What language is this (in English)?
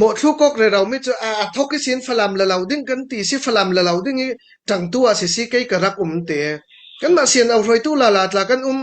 Falam Chin